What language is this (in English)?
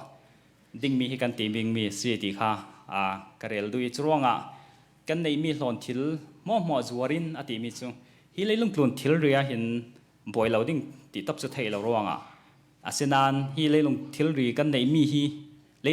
Hakha Chin